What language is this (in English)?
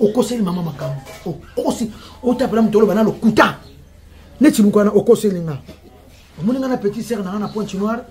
Lingala